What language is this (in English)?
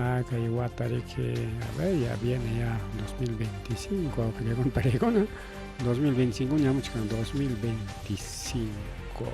Ayacucho Quechua